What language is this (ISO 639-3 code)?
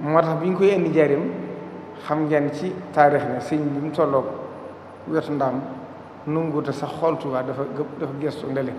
wol